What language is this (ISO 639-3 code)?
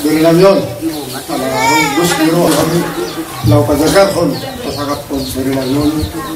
bbc